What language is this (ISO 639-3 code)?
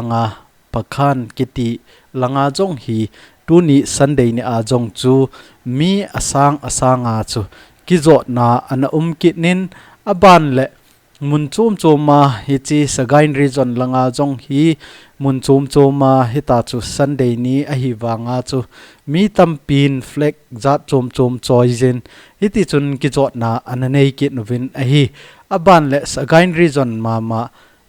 tcz